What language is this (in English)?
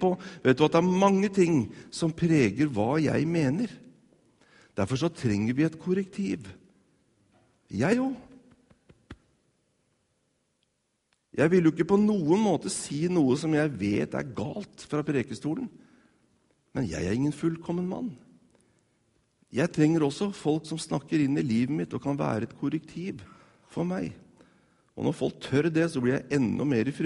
Norwegian